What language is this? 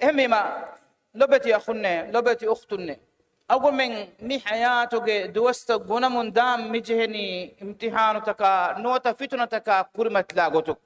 Divehi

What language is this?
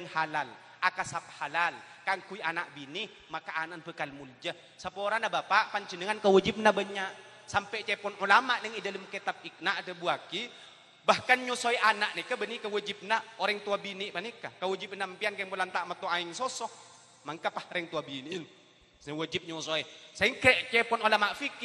Madurese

